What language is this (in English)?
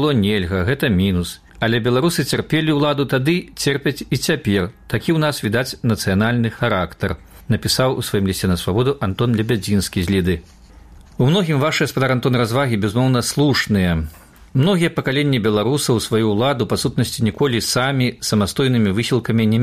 Belarusian